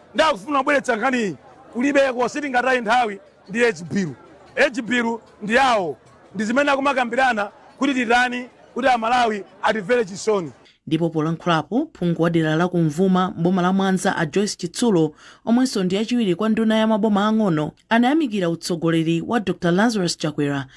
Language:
Nyanja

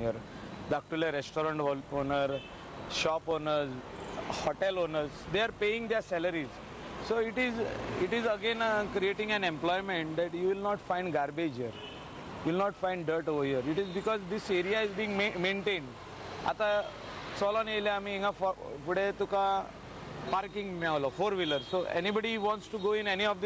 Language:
Konkani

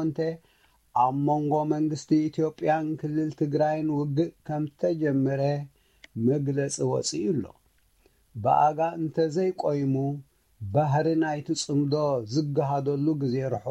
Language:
Tigrinya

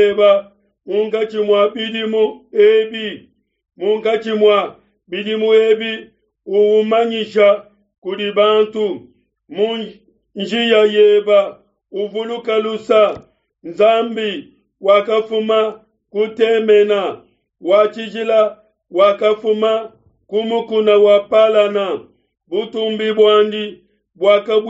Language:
Luba-Lulua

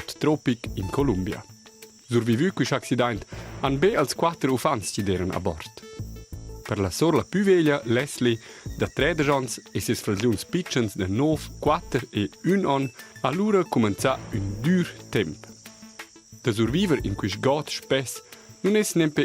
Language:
Romansh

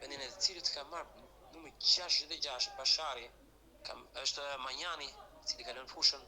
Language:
Albanian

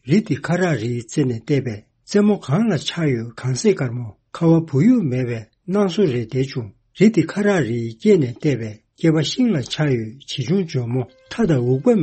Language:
Tibetan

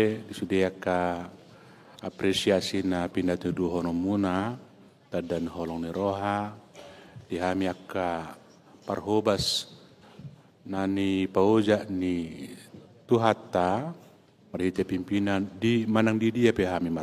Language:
Batak Toba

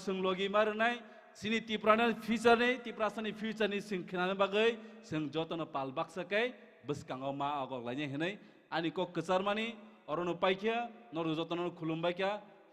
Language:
Kok Borok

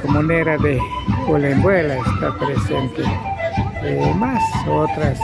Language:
Imbabura Highland Quichua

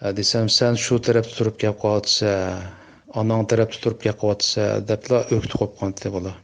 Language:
Uyghur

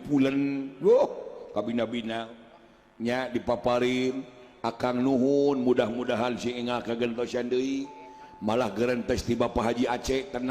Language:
Sundanese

